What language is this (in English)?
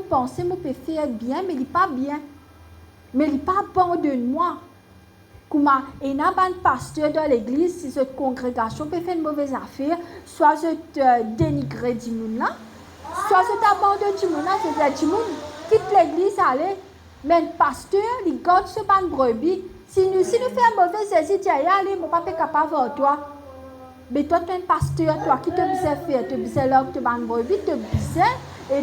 Morisyen